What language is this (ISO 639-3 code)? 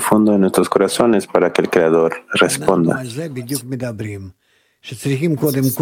spa